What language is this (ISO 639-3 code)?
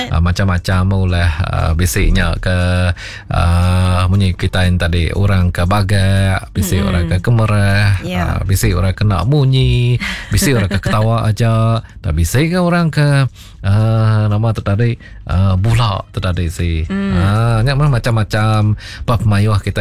iba